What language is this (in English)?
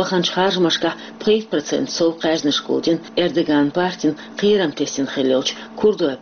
Chechen